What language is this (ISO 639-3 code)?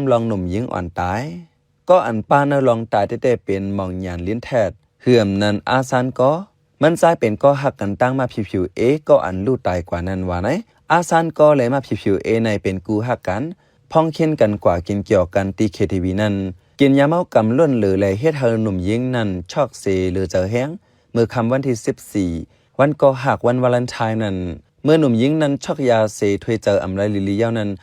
shn